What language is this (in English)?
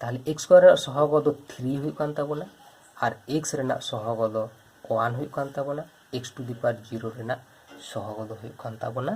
Santali